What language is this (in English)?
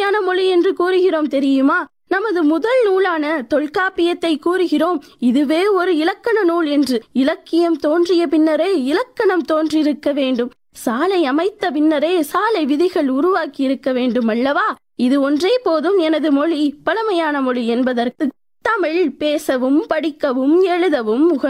Tamil